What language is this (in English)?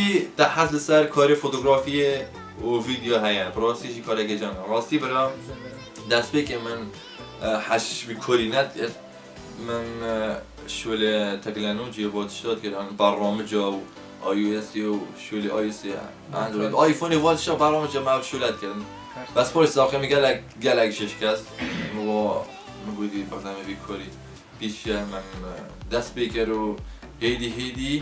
Kurdish